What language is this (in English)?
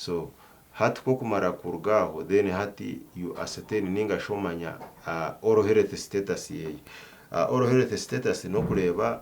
Nyankole